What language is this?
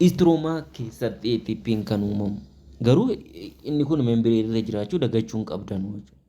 Oromo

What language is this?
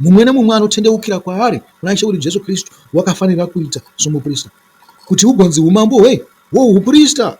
Shona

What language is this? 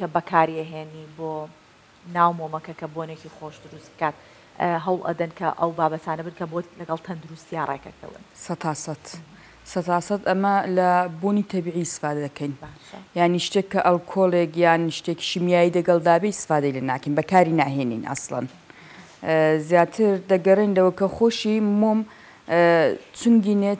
Central Kurdish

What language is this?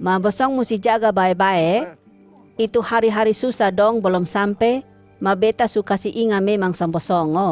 Kupang Malay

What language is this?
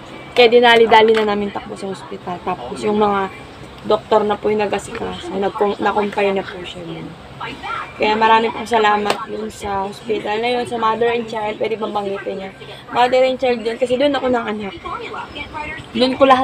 Filipino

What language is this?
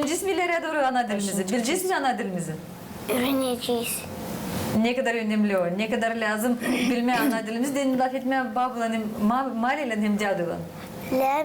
Gagauz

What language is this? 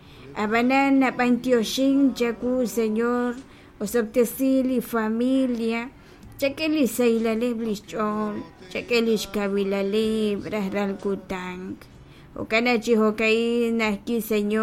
Kekchí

